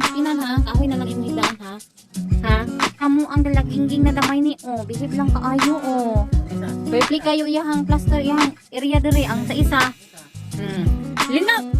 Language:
Cebuano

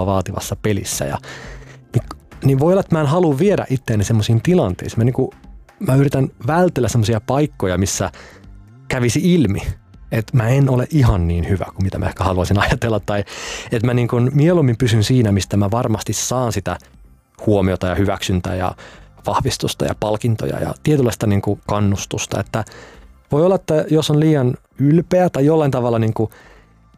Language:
Finnish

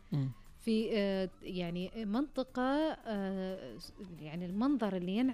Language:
Najdi Arabic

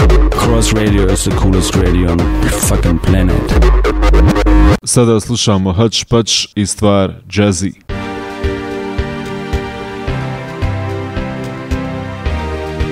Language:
Croatian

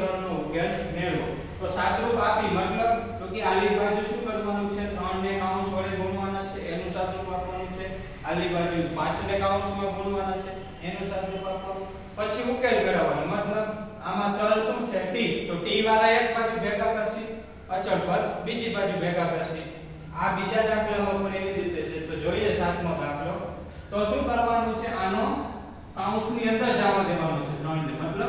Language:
Gujarati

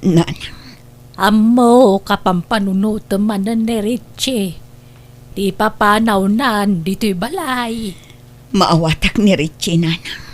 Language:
Iloko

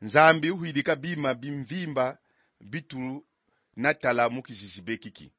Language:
Kongo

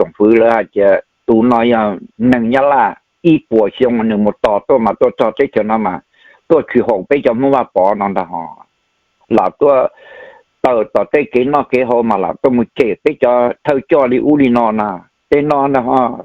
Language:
Hmong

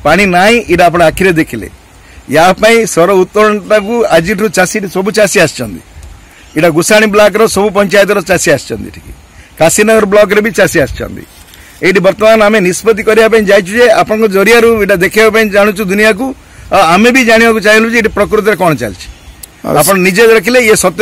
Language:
Odia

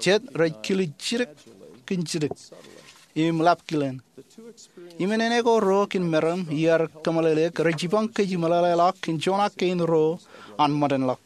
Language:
Marshallese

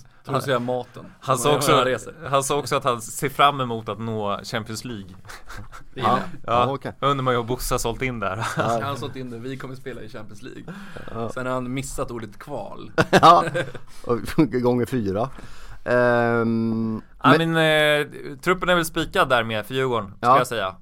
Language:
Swedish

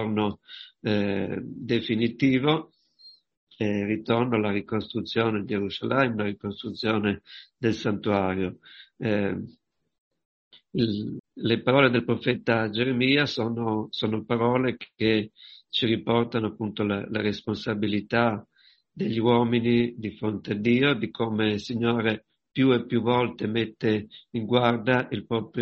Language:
Italian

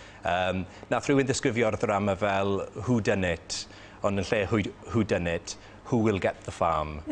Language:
Welsh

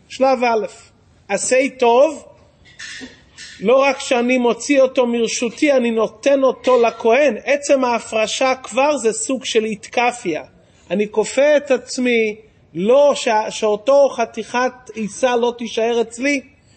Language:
Hebrew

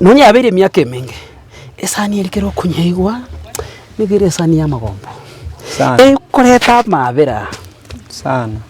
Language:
Gusii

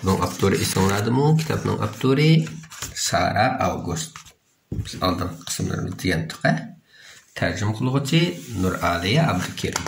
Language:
Uyghur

